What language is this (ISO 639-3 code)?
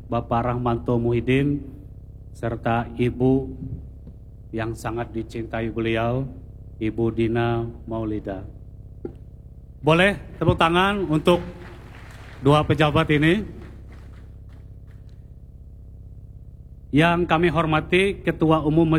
ind